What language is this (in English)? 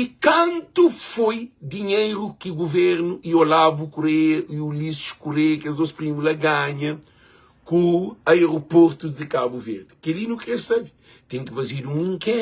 Kabuverdianu